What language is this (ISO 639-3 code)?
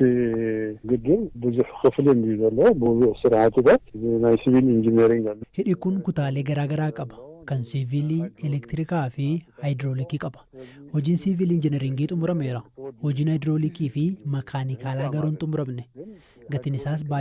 orm